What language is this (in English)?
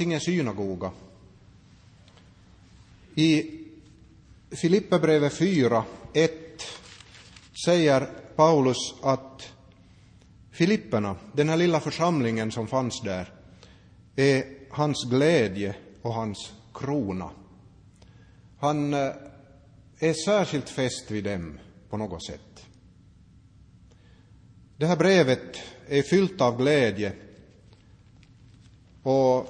Swedish